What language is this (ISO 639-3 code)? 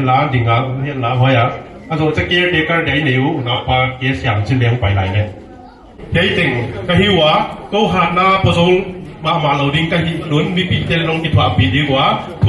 pck